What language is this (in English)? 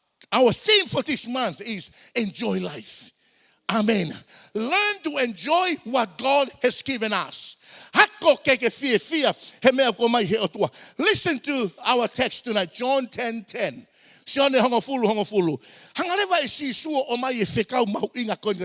Tongan